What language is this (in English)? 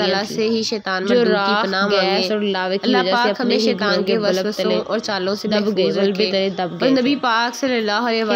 Urdu